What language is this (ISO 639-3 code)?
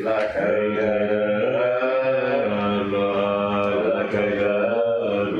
gez